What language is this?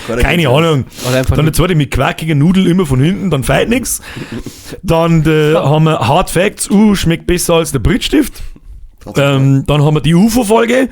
Bavarian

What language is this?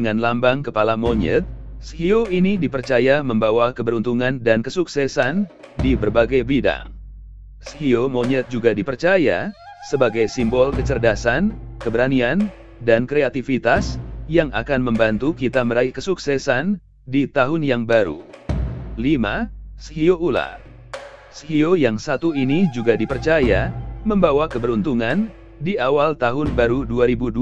Indonesian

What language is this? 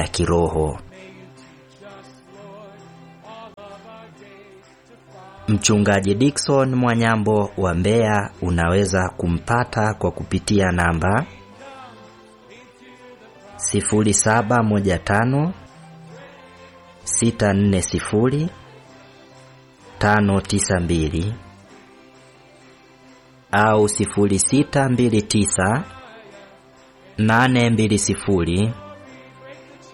Swahili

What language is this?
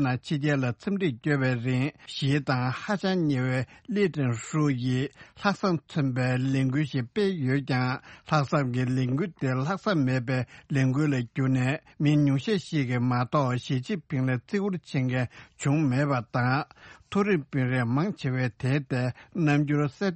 Tibetan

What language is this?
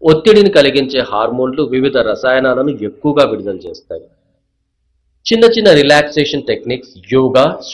Telugu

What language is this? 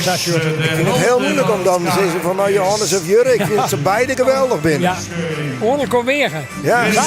Western Frisian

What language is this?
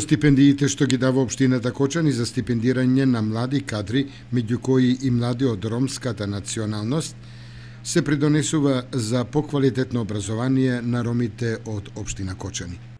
Macedonian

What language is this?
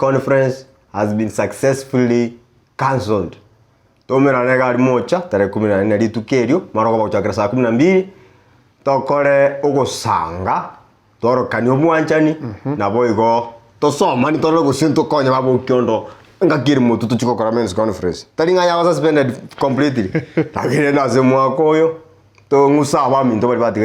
Gusii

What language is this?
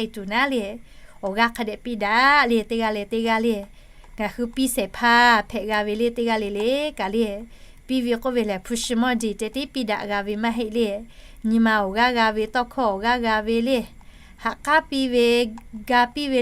Lahu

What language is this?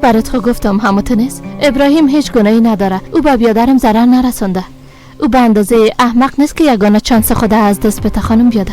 Persian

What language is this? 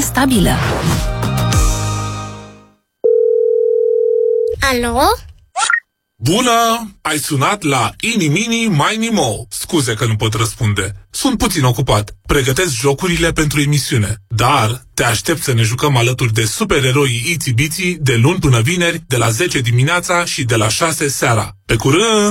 Romanian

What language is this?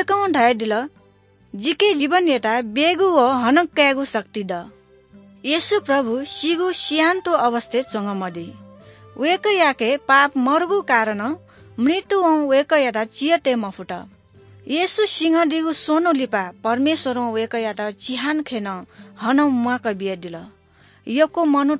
Newari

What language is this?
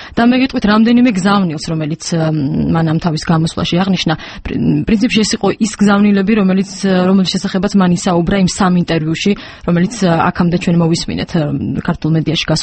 Georgian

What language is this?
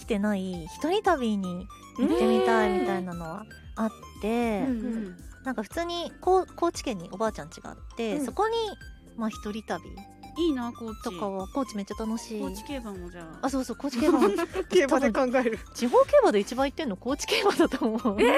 Japanese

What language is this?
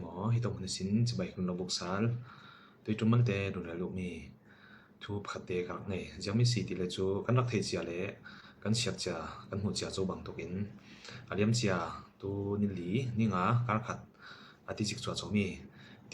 Falam Chin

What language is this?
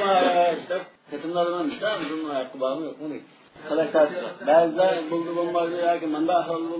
Uyghur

